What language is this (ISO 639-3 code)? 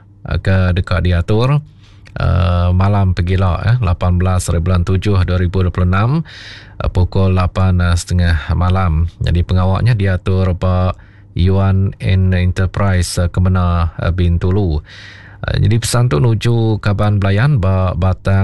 iba